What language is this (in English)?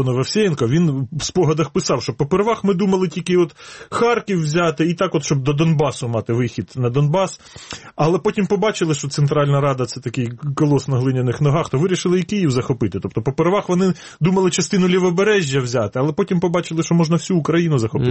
Ukrainian